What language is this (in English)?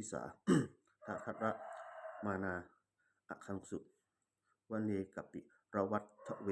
Pali